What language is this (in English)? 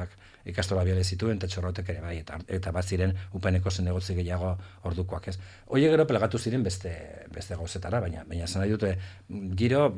Basque